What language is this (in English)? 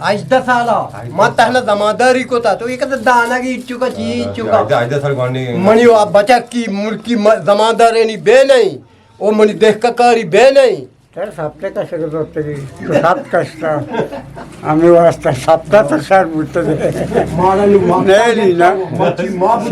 Eastern Balochi